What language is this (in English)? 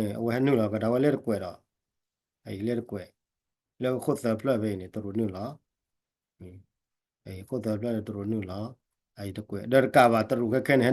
S'gaw Karen